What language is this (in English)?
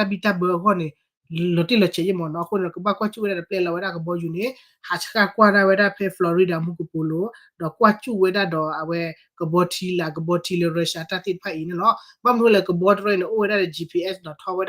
S'gaw Karen